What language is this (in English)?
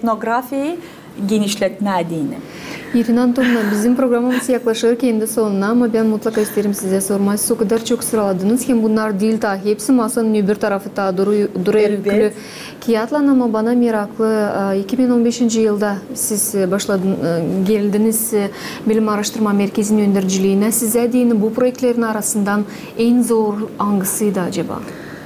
Gagauz